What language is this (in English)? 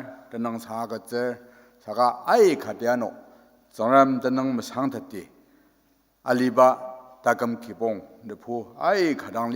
Ao Naga